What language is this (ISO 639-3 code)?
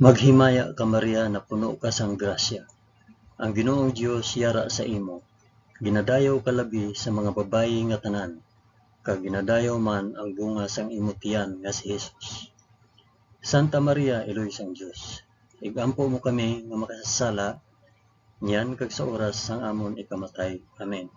hil